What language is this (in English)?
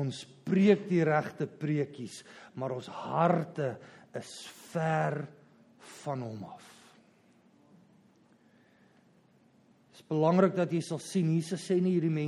Afrikaans